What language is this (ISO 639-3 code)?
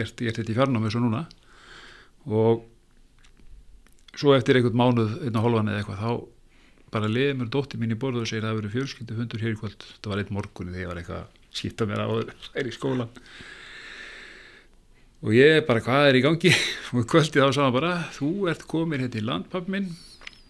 isl